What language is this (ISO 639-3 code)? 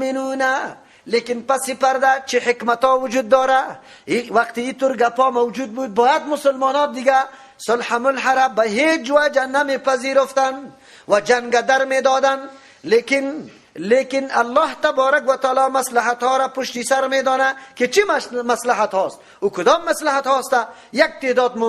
fas